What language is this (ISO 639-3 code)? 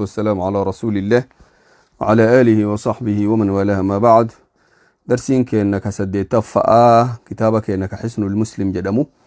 orm